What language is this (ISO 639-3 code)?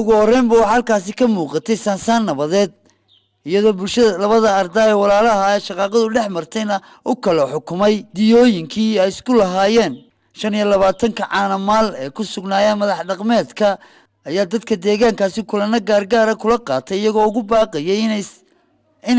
som